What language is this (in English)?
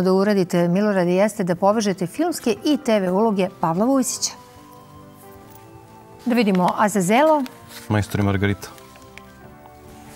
Serbian